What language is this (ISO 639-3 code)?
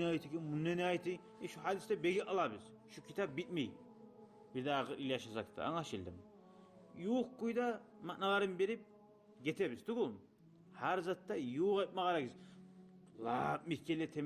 kum